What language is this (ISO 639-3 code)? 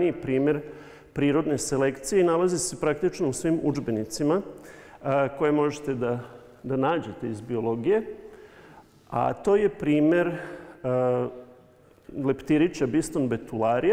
srp